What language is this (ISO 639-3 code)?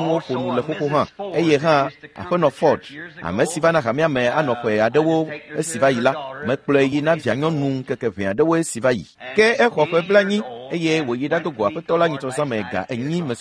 ewe